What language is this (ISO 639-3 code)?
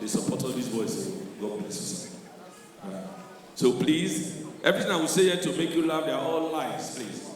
pcm